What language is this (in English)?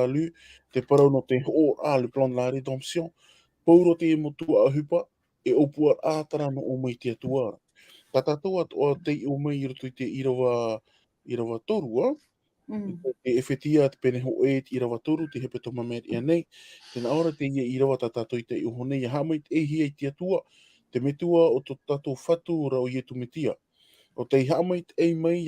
Tahitian